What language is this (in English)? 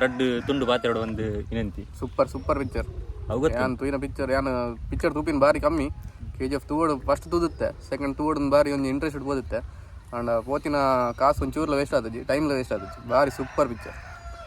Tulu